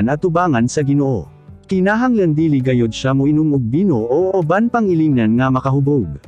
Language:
Cebuano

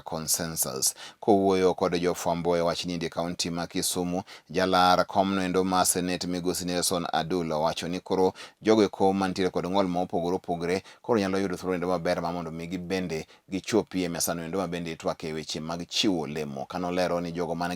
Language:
Luo (Kenya and Tanzania)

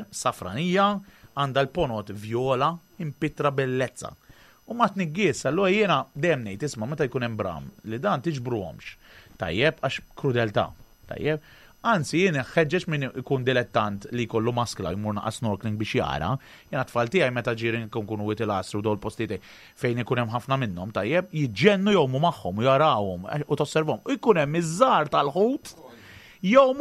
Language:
Maltese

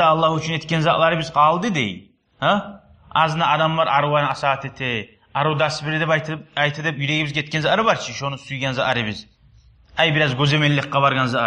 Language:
Kumyk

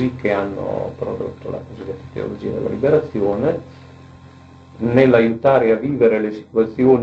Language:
Italian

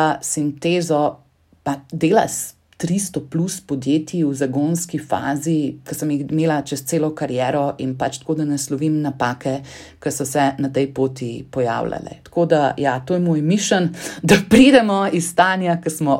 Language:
Slovenian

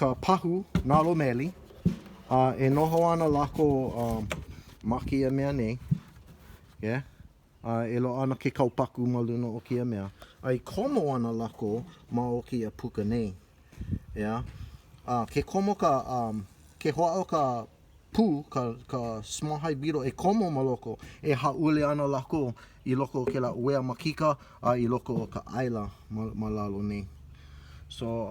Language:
Hawaiian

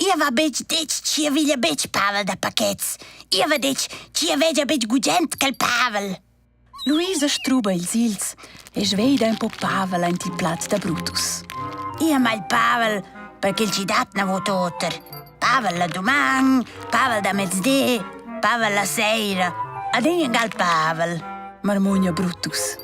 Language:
Romansh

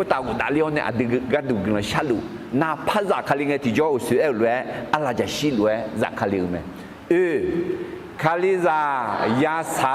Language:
Akha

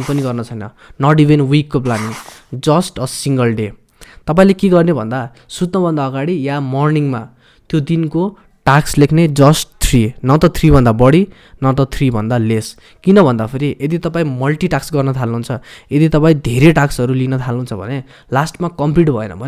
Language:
Nepali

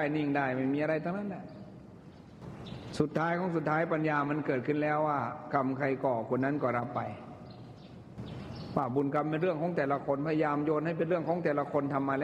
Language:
Thai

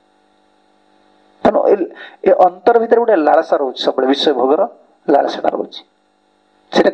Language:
Odia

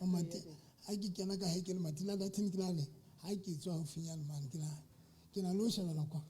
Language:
Southern Sotho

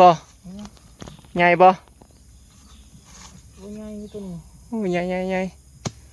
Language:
Northeastern Thai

